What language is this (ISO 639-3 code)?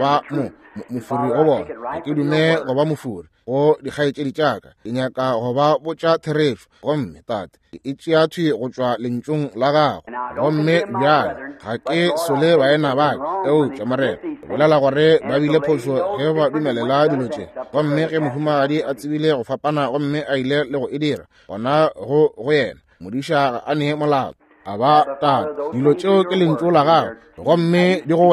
nso